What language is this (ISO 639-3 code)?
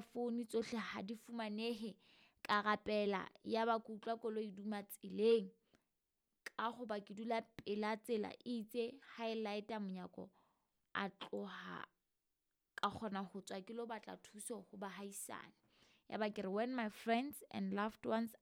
sot